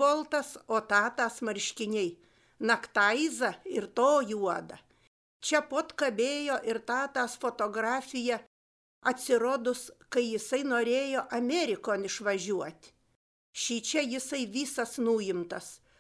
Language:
Lithuanian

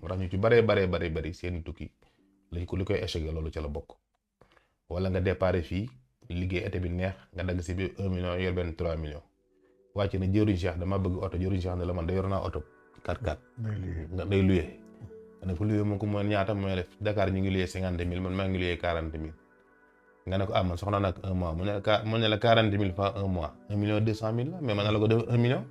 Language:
Wolof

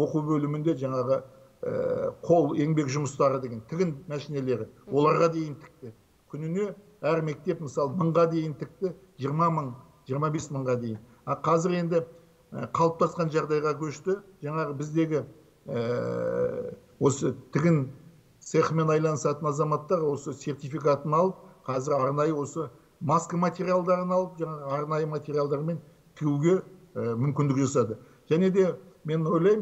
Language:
Kazakh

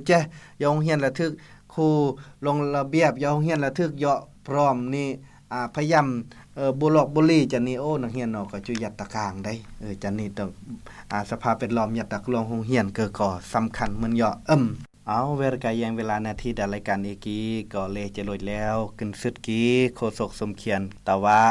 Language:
Lao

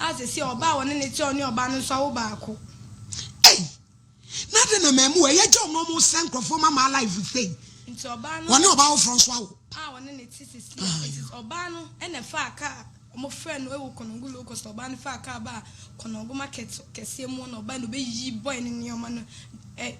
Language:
Akan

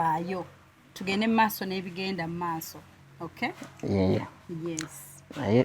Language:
Ganda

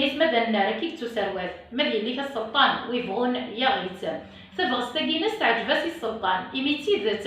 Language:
Kabyle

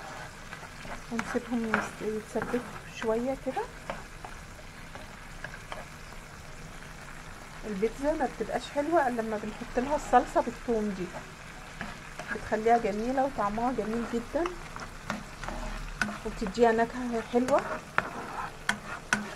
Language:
Egyptian Arabic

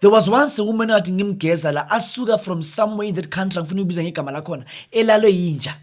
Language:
Zulu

